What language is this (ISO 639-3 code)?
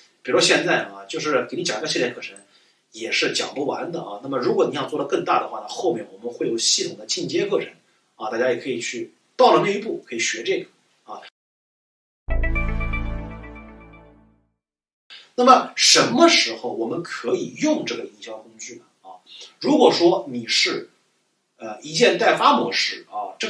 zho